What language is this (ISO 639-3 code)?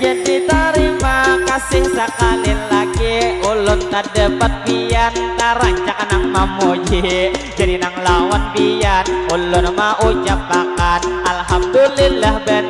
bjn